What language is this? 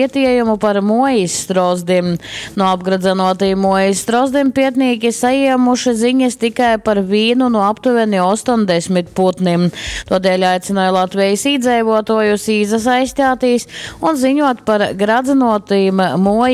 Latgalian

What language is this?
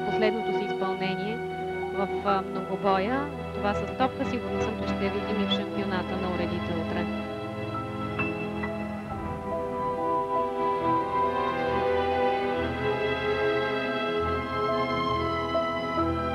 Bulgarian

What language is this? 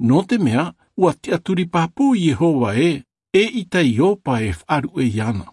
Tahitian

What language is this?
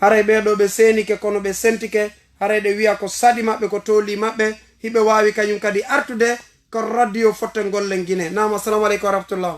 Fula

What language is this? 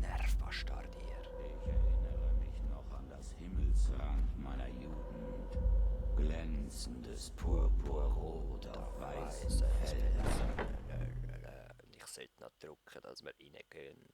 Swiss German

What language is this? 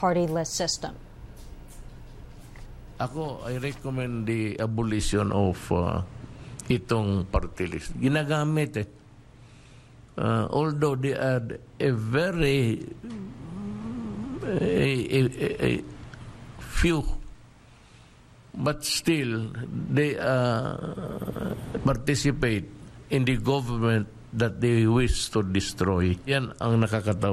Filipino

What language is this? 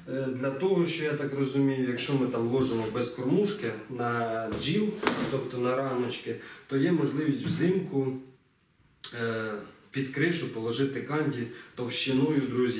Ukrainian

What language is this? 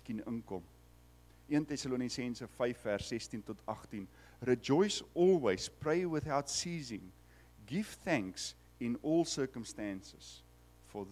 Afrikaans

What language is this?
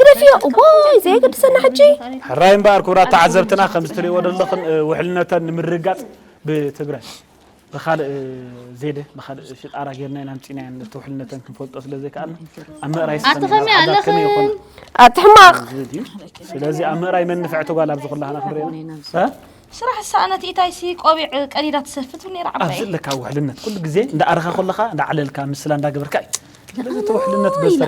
Tigrinya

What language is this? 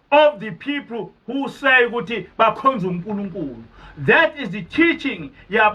Zulu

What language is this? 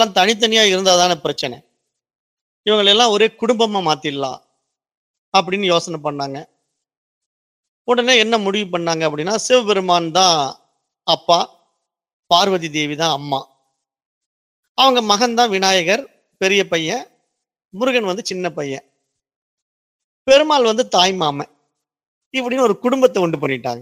Tamil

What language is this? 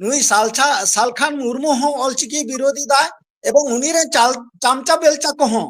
Santali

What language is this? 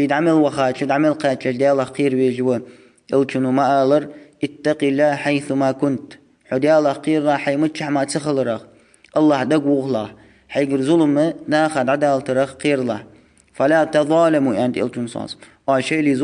Ingush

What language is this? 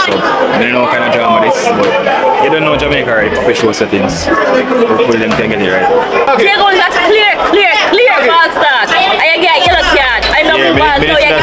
Jamaican Creole English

